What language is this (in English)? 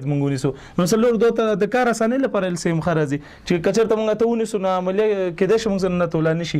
Pashto